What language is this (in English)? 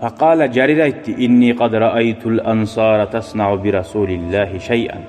Kumyk